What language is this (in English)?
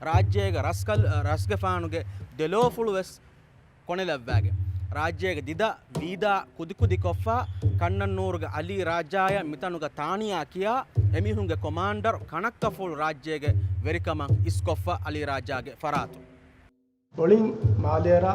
Divehi